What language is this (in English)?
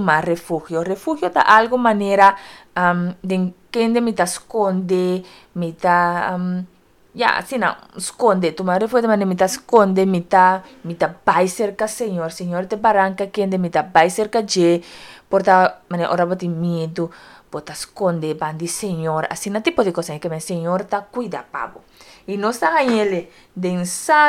Papiamento